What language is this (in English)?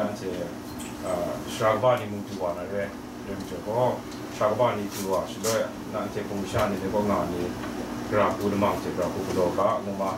Kachin